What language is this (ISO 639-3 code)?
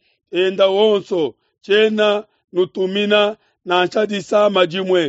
lua